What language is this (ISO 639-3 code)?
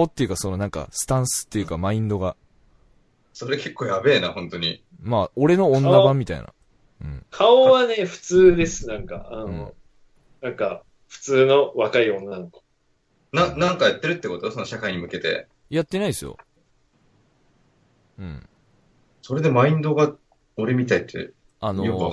jpn